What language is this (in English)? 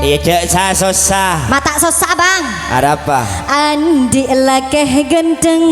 Madurese